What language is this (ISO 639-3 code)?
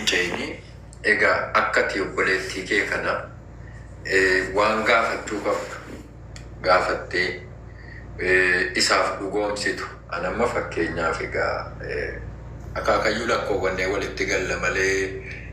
orm